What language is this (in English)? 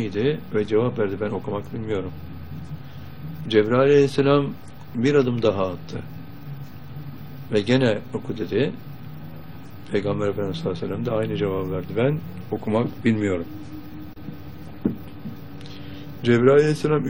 Turkish